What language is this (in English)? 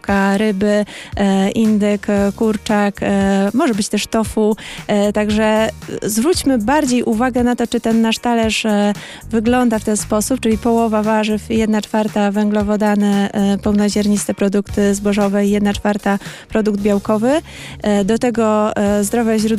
Polish